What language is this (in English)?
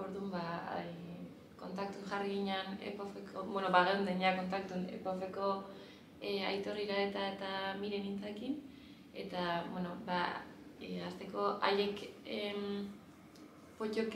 Basque